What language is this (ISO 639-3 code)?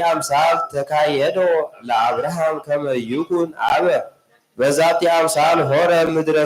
gez